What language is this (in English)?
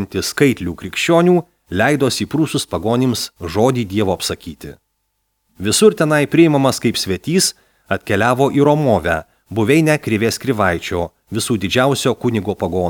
Lithuanian